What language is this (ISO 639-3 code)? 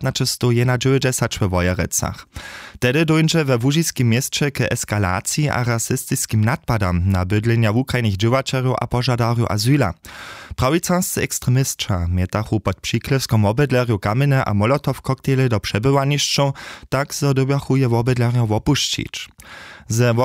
hsb